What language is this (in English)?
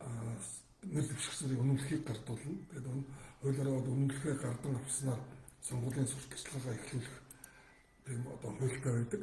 Mongolian